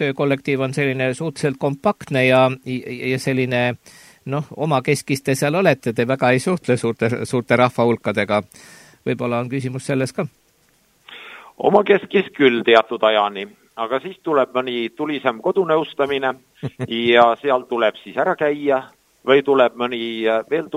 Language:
Estonian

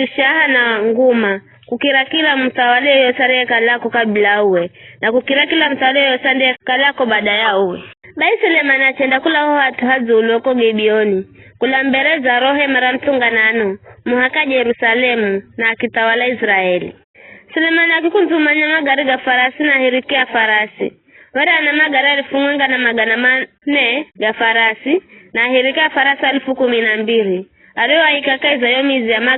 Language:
Giryama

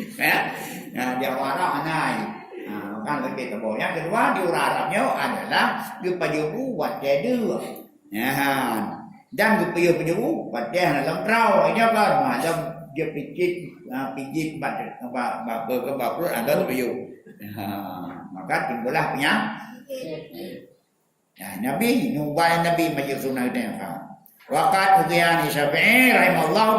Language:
Achinese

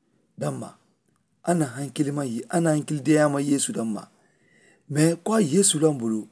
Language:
Mandingo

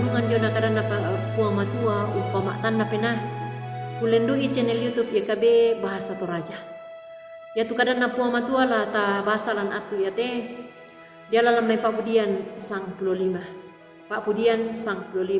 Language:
Toraja-Sa'dan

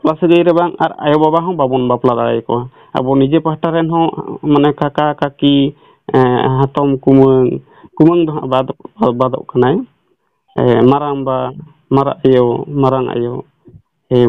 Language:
Santali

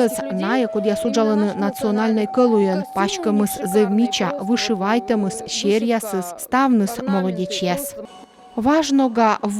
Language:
Komi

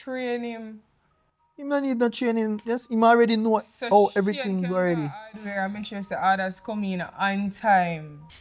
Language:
Jamaican Creole English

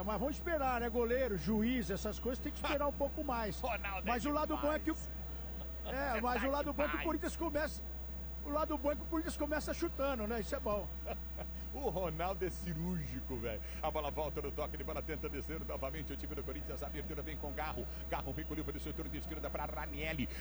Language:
Portuguese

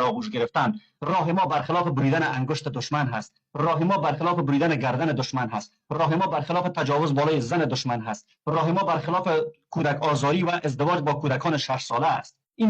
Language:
Persian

